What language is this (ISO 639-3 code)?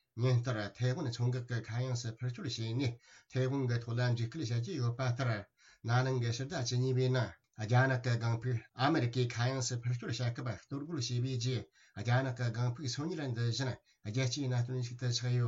bod